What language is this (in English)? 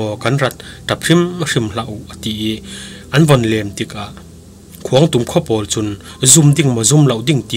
Falam Chin